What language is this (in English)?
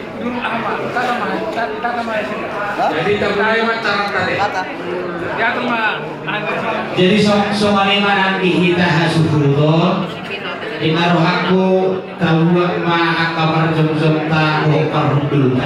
Batak Toba